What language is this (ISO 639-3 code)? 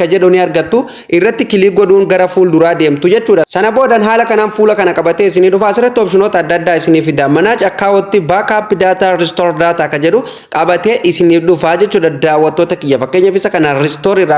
orm